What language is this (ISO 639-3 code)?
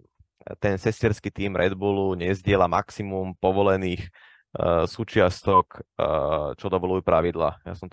slk